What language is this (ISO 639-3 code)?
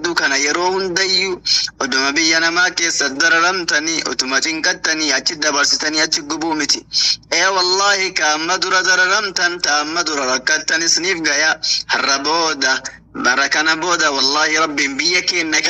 orm